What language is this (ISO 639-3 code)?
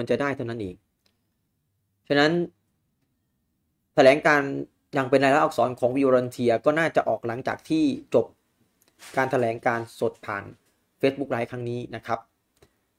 tha